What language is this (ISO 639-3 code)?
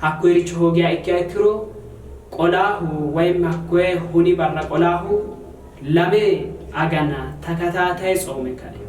sid